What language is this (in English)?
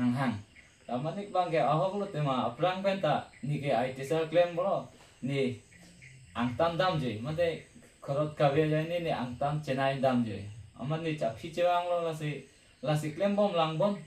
Karbi